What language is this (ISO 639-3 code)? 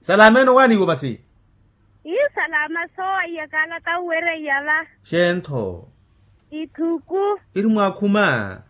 vmw